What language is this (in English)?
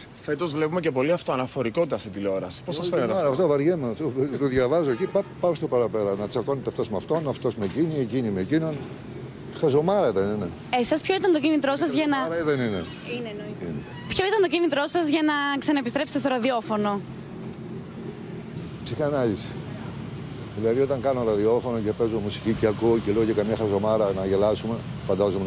Greek